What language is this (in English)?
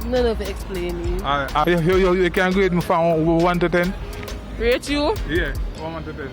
Jamaican Creole English